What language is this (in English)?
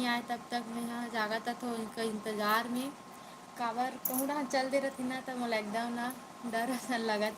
Chhattisgarhi